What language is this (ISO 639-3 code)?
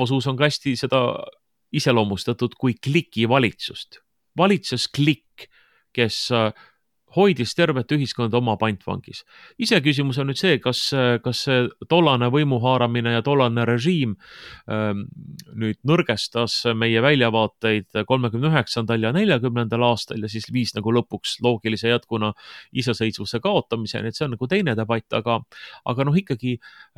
est